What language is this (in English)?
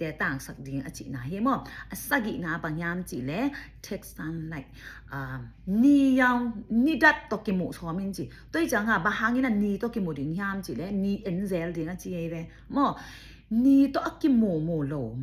Tedim Chin